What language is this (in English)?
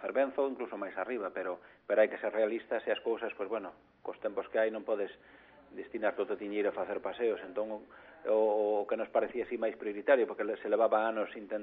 Galician